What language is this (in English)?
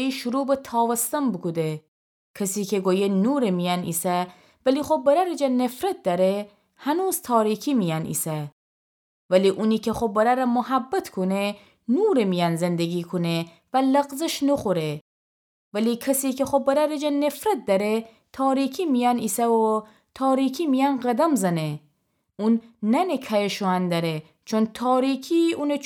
Gilaki